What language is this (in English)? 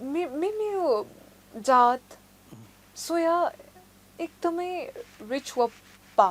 Newari